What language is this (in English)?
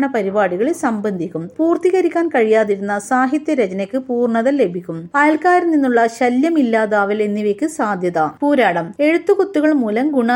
Malayalam